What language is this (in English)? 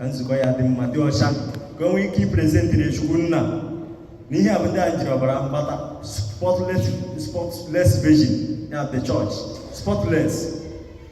Igbo